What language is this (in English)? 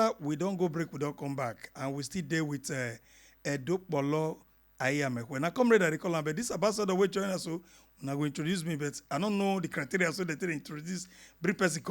Nigerian Pidgin